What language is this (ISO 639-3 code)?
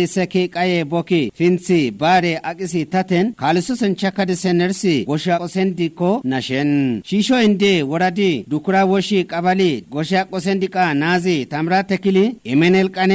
kbr